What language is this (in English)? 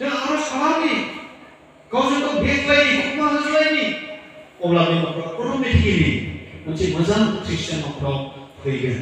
Bodo